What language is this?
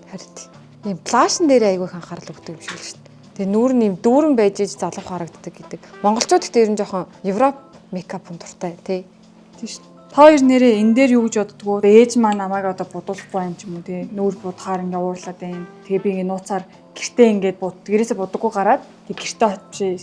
Mongolian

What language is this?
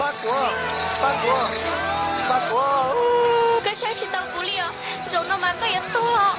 Hmong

